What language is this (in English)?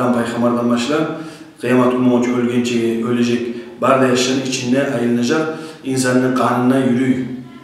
Kumyk